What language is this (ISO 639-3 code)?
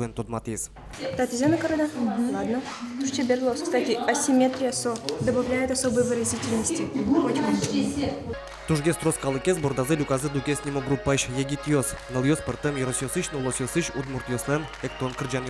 udm